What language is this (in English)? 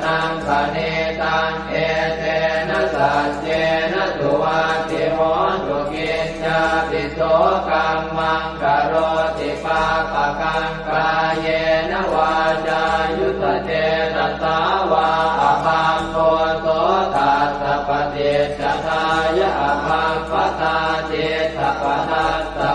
Pali